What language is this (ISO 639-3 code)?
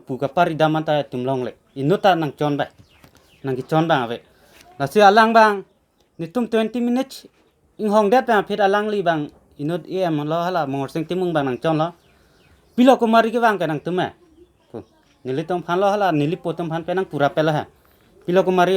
mjw